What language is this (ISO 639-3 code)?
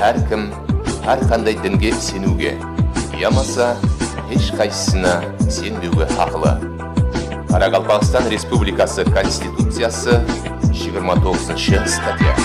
kaa